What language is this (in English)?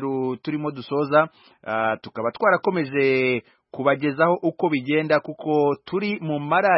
Kinyarwanda